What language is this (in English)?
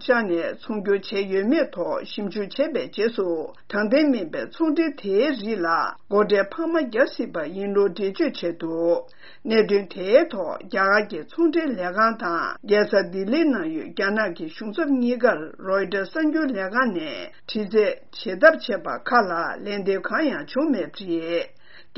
Tibetan